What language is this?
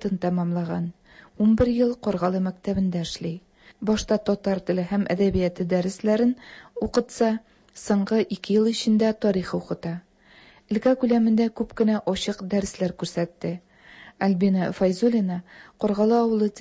Tatar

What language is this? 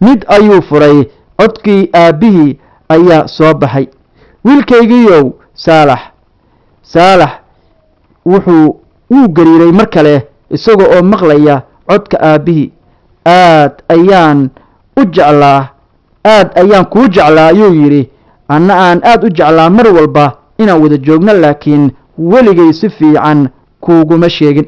Somali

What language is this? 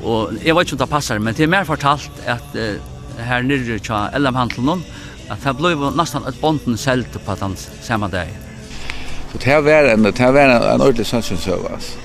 Faroese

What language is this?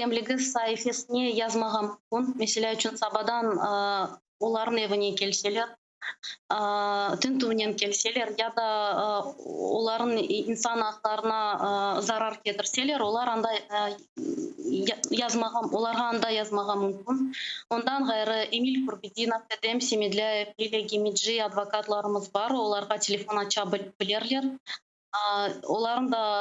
Crimean Tatar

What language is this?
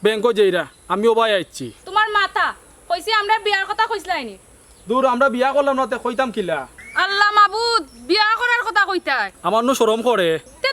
Sylheti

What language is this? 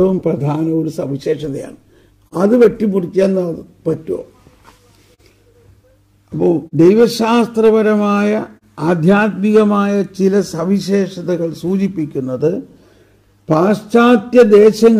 Malayalam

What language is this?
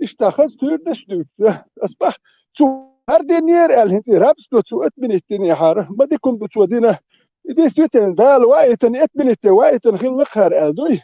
Chechen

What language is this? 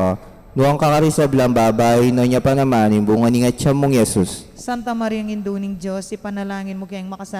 Pampanga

